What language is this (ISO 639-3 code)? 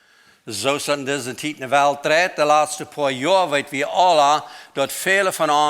pdt